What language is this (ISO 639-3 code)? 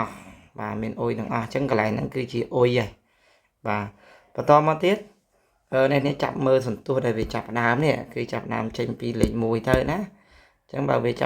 khm